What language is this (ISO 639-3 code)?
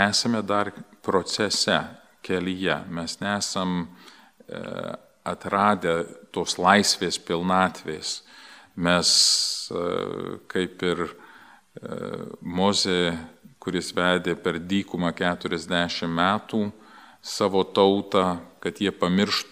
lit